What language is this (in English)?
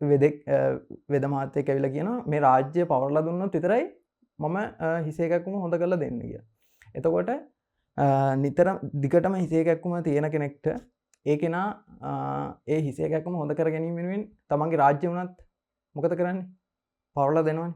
Sinhala